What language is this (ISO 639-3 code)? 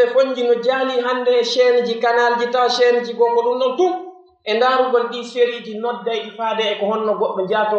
fuf